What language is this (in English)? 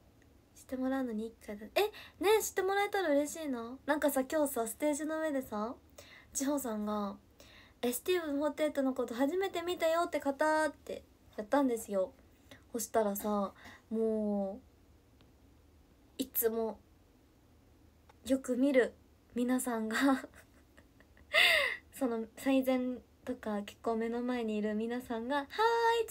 Japanese